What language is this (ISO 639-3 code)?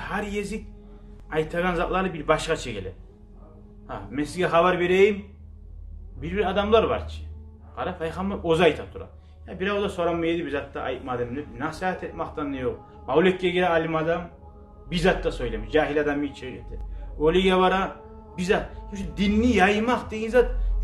kum